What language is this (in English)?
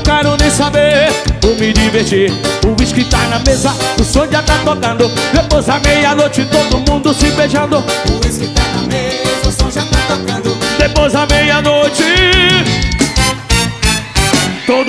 Portuguese